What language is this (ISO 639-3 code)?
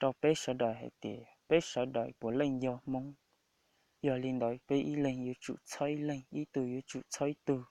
hmn